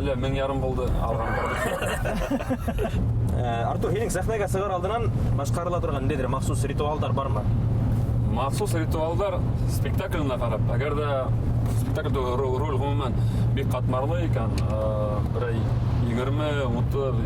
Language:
Bashkir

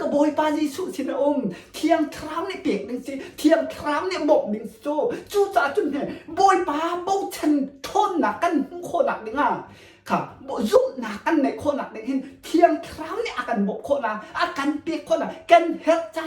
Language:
Hakha Chin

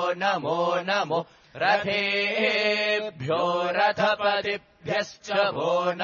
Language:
Sanskrit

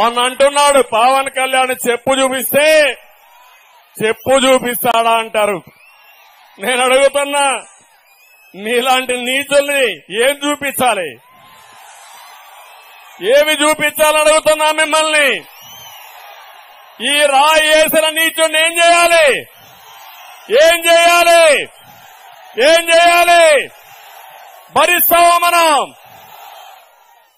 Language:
Telugu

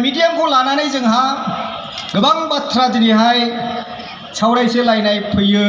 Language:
Bodo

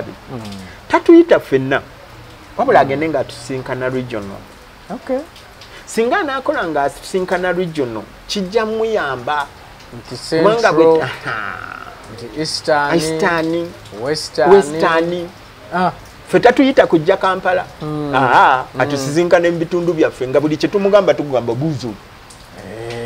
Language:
Ganda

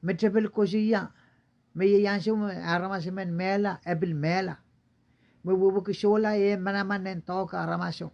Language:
Pohnpeian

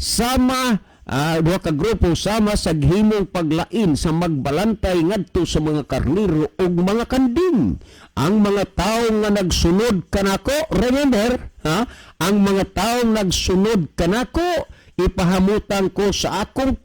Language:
Cebuano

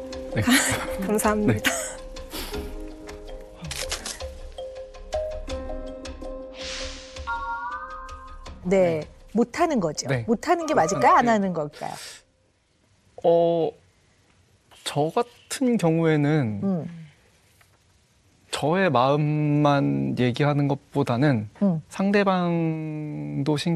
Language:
Korean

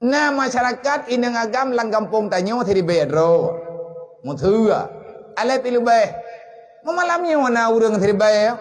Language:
Achinese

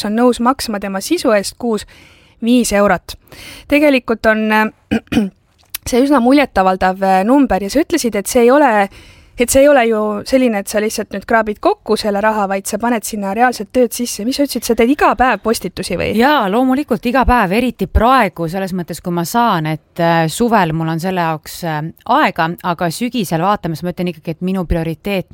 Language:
Estonian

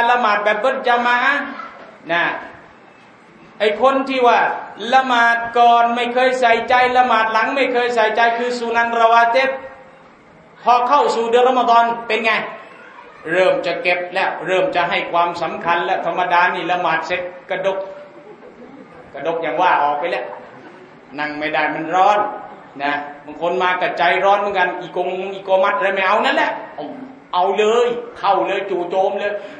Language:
Thai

